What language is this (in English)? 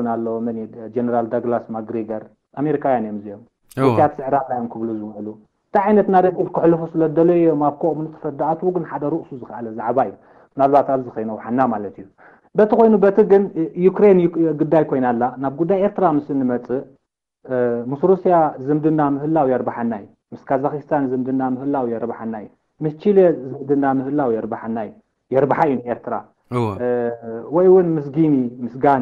Tigrinya